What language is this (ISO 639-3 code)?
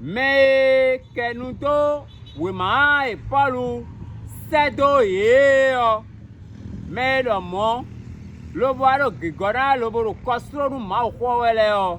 fon